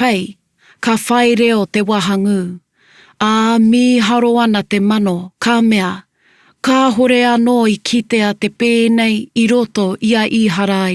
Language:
Māori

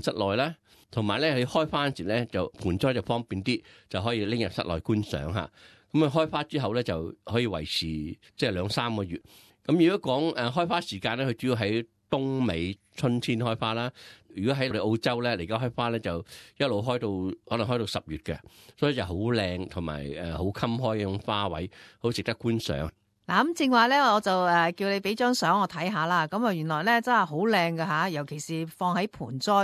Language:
Cantonese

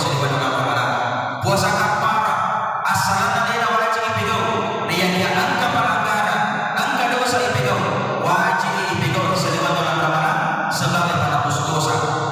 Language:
Buginese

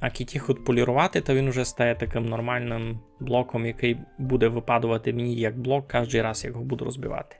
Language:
Rusyn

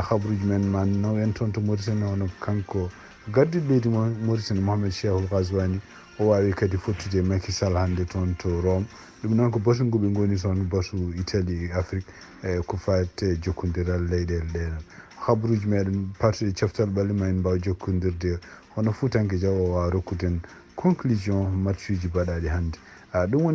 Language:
Fula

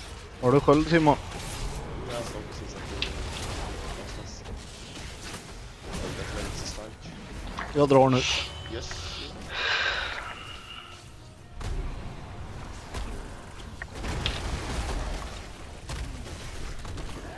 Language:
Swedish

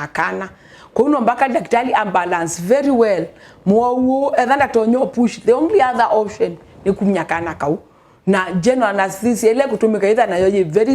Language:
Kamba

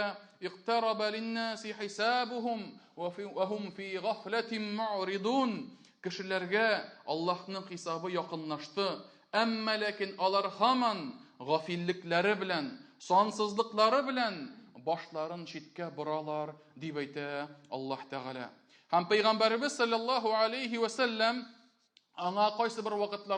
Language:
Tatar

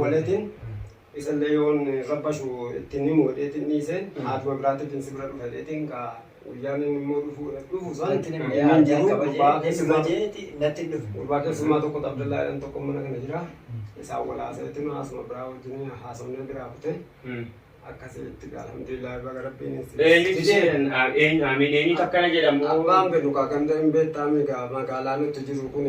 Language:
Oromo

